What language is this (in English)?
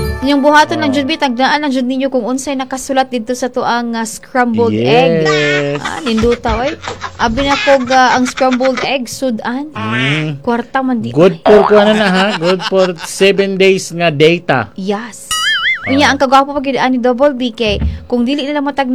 Cebuano